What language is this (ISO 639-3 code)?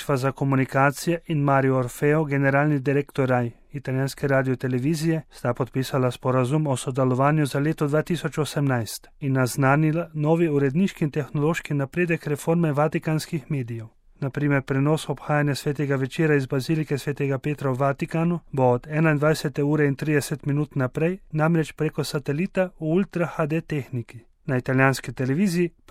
slv